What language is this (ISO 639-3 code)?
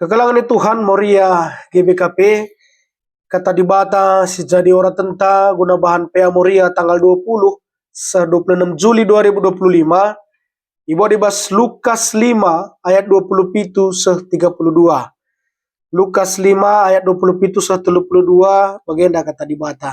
btx